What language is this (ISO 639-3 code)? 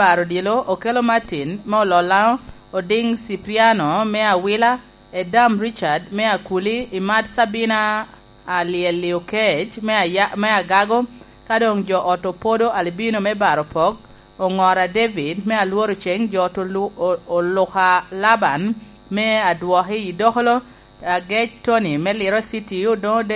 laj